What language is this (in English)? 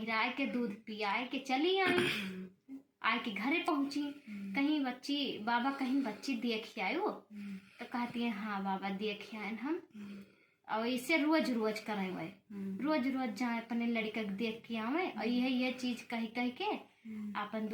Awadhi